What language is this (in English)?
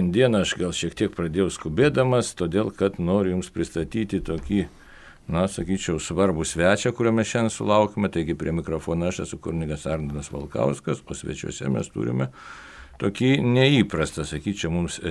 Lithuanian